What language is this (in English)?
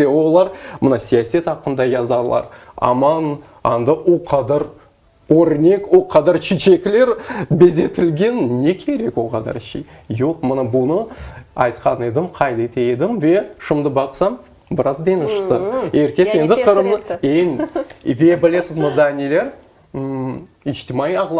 Crimean Tatar